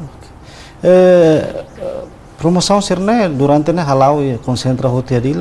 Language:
Tetum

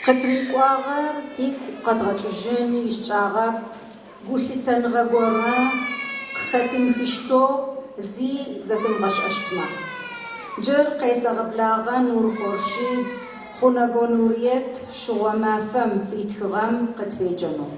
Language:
Adyghe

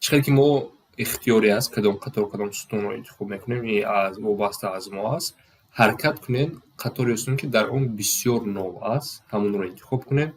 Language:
Tajik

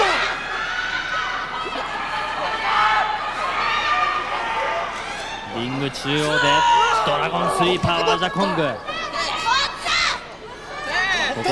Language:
Japanese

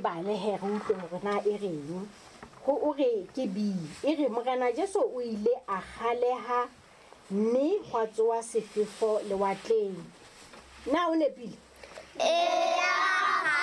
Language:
Southern Sotho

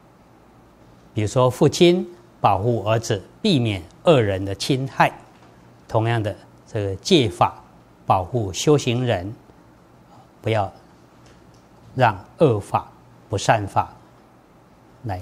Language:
Chinese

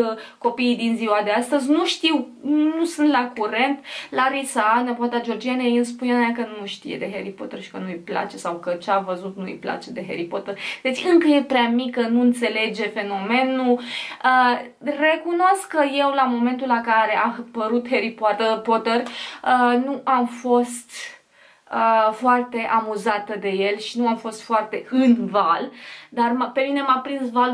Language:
Romanian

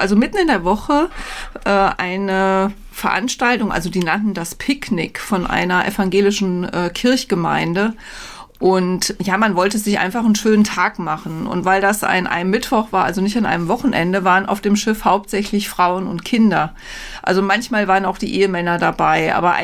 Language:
German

